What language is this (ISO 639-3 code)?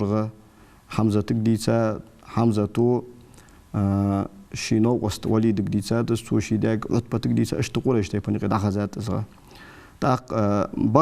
inh